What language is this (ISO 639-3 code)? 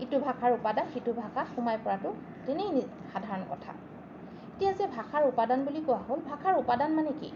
asm